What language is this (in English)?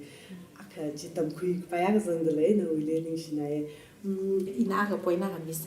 Tangkhul Naga (India)